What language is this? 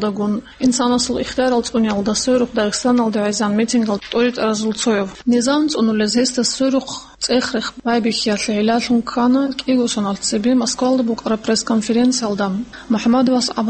Avaric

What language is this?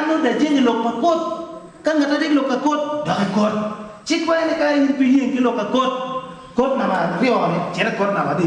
Acoli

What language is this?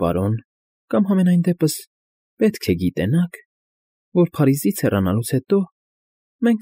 Armenian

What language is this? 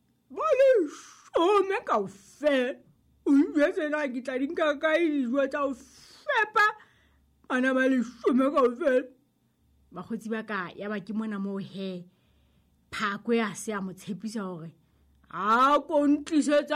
Southern Sotho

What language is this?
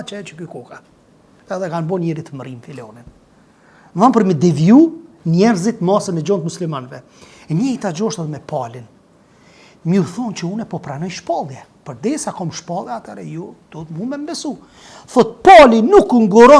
Albanian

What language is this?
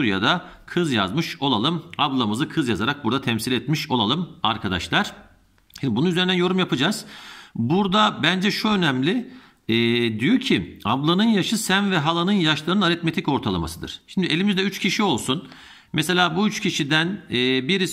Turkish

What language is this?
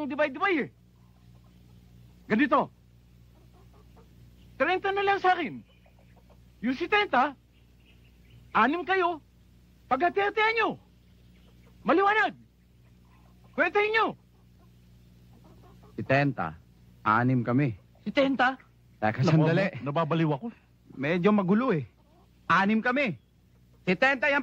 Filipino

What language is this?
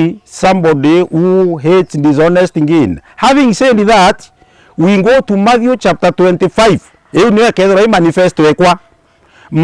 Meru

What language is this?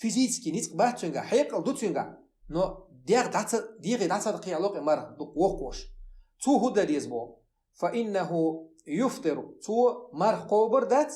Chechen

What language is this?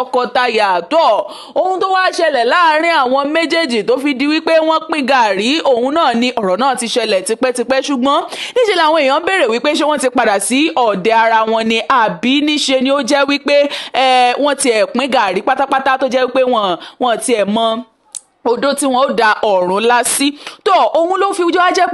Yoruba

